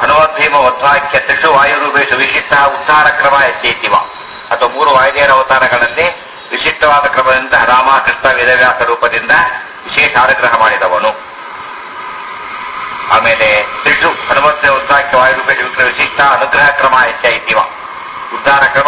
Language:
Kannada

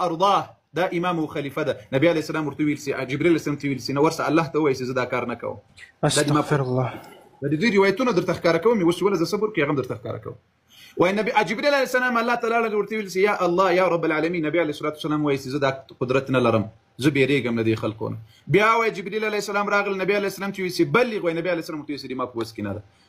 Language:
Pashto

